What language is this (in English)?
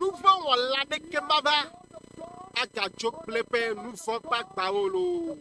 Ewe